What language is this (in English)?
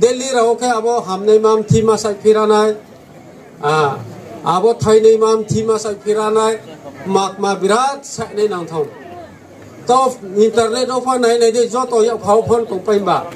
Riang (India)